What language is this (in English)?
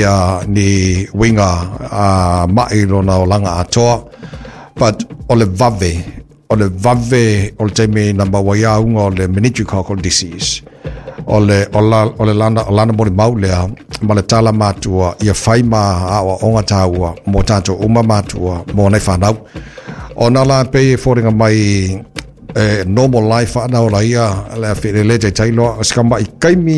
Samoan